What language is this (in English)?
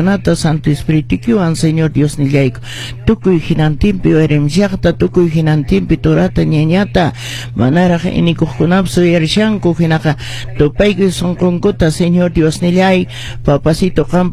Quechua